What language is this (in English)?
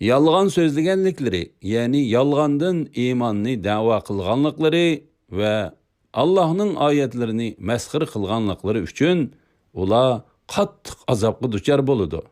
Uyghur